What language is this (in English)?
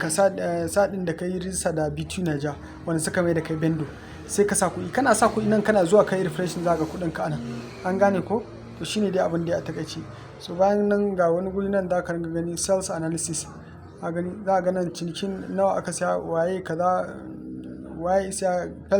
Hausa